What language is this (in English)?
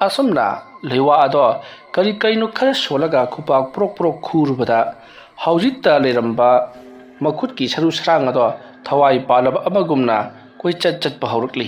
Manipuri